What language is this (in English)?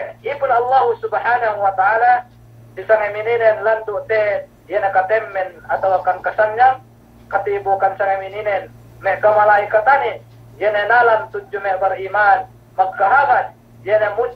Yakan